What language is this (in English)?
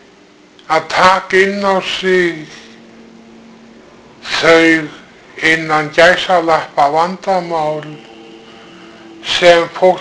Icelandic